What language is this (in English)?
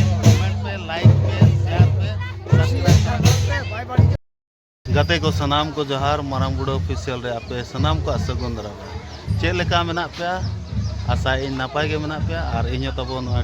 Santali